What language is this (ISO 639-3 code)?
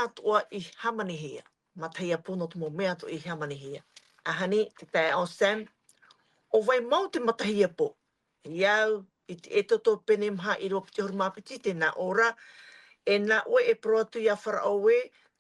tah